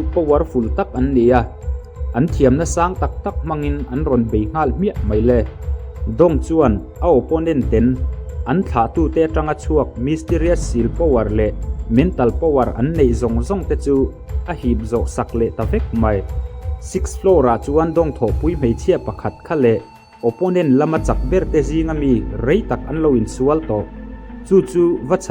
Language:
Mizo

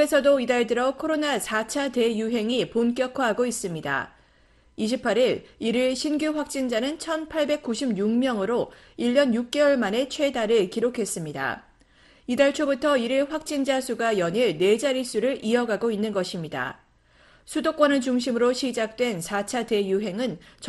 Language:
Korean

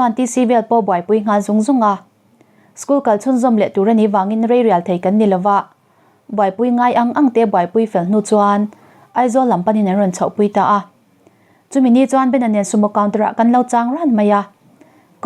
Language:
Mizo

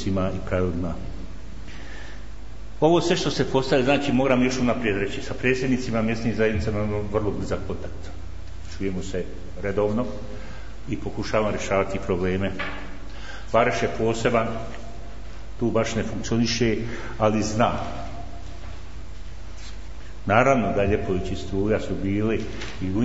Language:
Bosnian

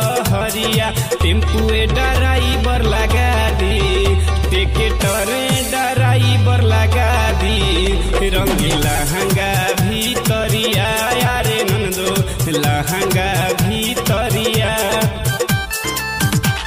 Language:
Bhojpuri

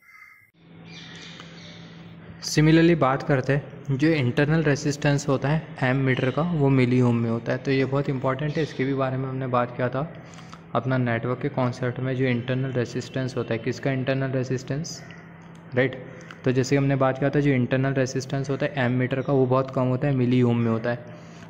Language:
Hindi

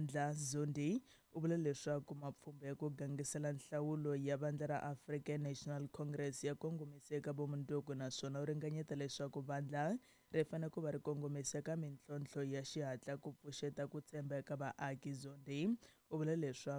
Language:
Tsonga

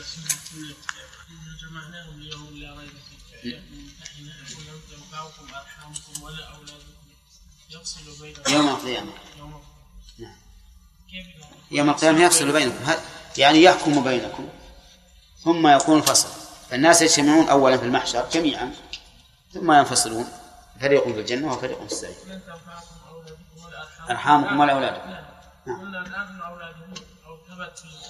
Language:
Arabic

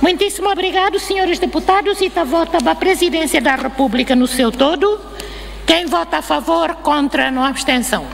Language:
Tetum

